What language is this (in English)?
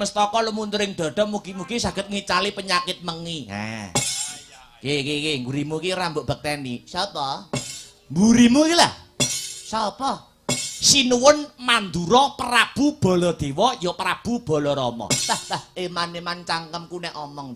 Javanese